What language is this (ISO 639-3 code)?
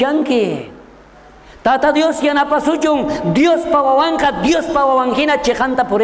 quh